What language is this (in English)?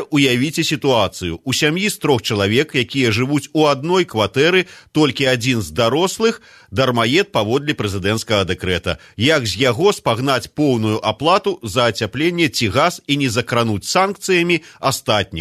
Belarusian